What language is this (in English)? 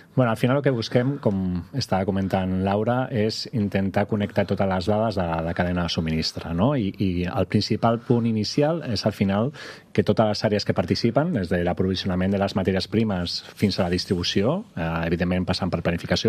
Catalan